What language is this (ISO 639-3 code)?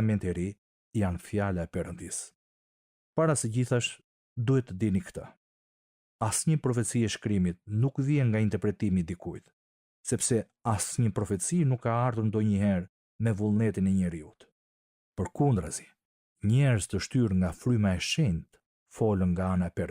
sqi